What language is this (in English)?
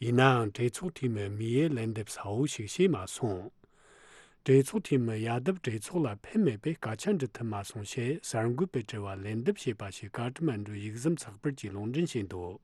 Tibetan